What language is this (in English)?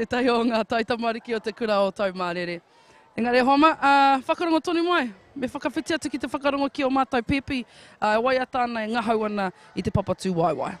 Māori